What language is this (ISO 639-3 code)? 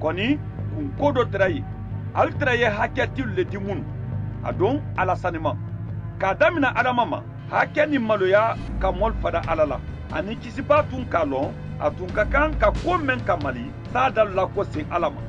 man